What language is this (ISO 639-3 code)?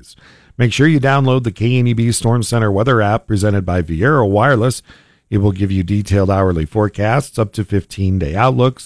eng